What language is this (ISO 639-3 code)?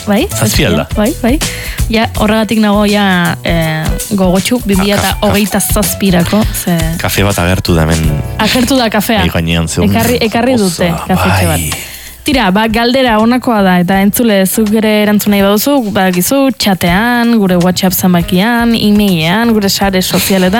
eus